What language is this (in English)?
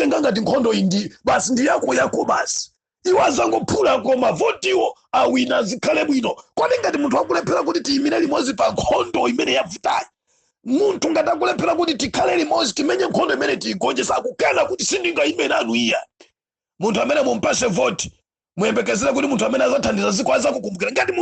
Nyanja